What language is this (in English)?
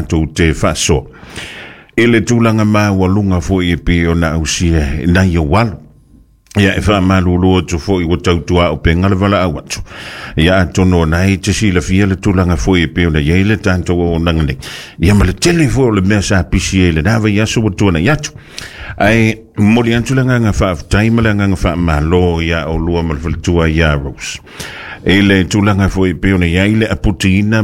Samoan